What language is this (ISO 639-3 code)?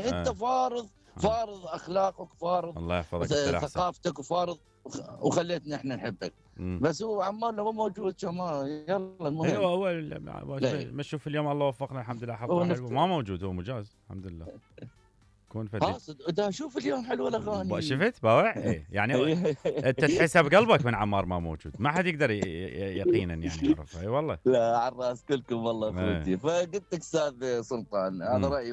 acm